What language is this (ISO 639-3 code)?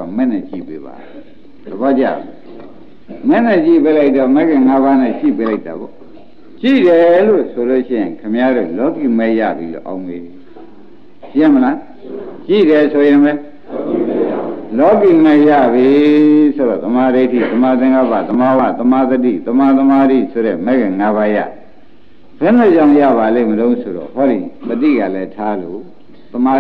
mya